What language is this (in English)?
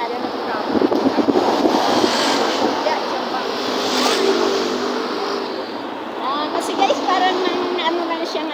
Filipino